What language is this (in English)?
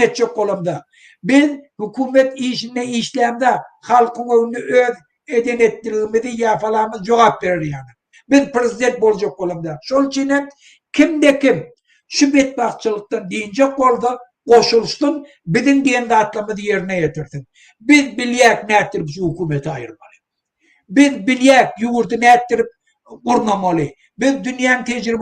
Turkmen